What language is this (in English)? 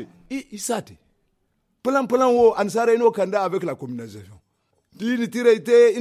Zarma